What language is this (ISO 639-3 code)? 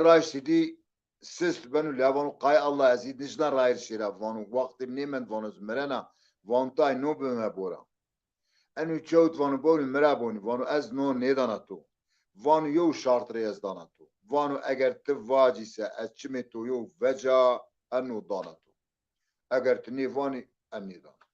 zza